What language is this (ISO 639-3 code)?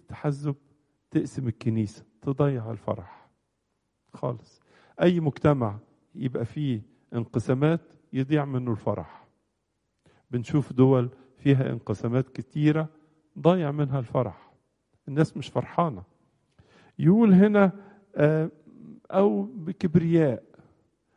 arz